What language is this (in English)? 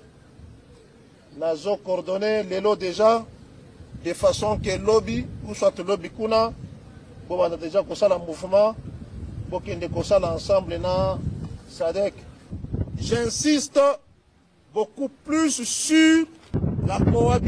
French